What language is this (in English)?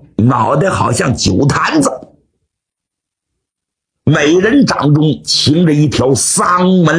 Chinese